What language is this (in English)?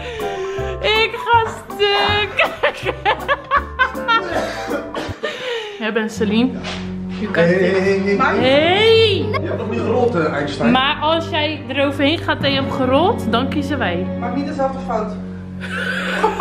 Dutch